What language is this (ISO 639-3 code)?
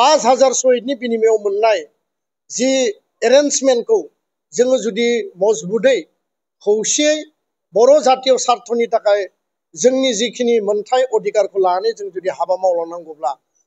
brx